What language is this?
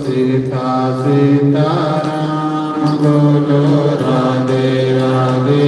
Dogri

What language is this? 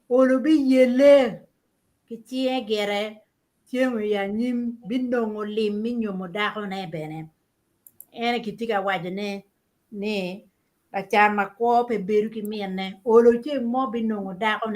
Acoli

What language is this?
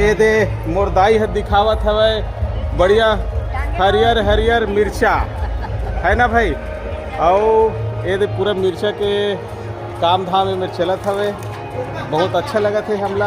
Chhattisgarhi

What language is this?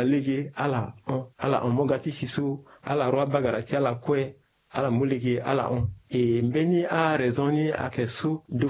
Sango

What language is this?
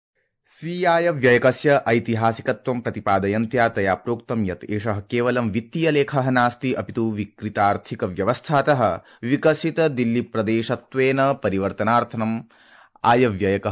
Sanskrit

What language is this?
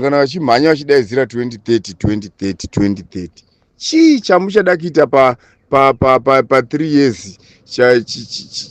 Shona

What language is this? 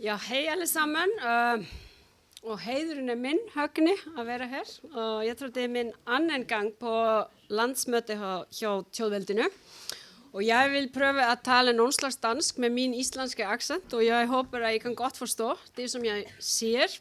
Faroese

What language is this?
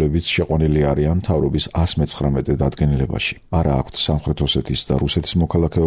Georgian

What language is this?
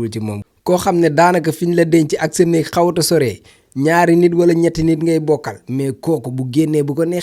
Wolof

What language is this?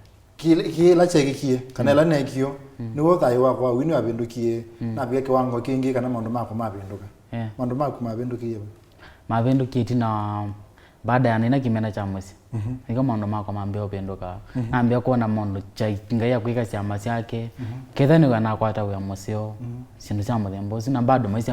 Kamba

